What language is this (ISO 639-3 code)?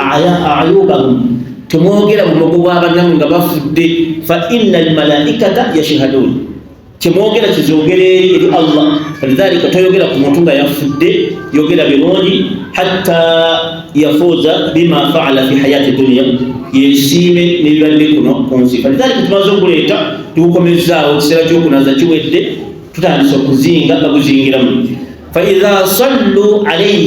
lug